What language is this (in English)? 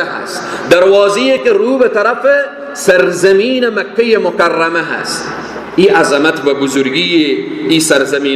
Persian